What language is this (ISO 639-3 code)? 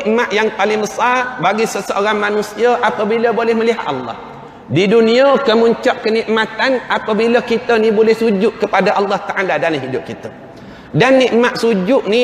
msa